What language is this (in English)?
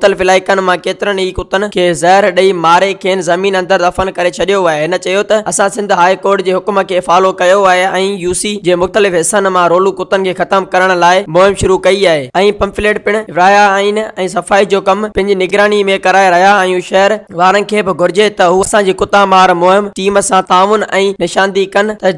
Sindhi